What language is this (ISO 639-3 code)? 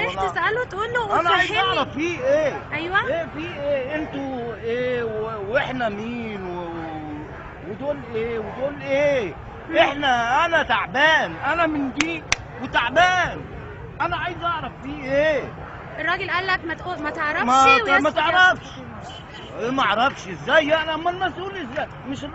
arz